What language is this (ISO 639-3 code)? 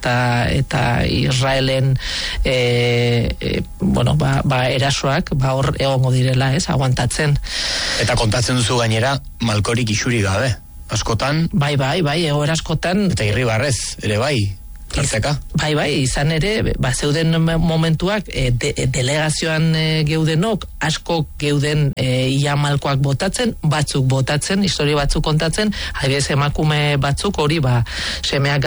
eus